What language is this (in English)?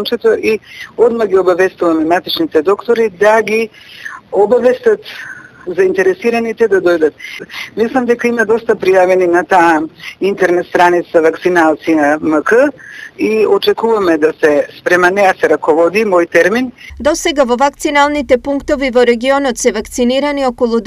Macedonian